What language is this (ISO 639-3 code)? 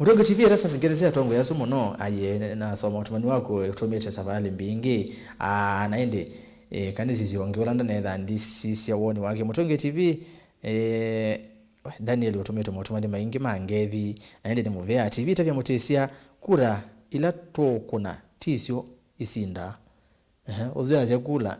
kam